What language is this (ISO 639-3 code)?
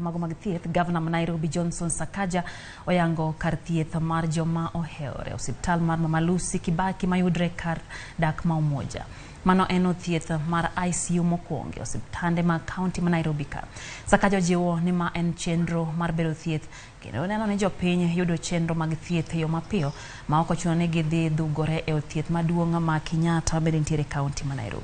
luo